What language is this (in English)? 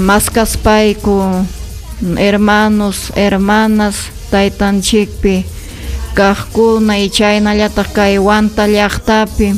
Ayacucho Quechua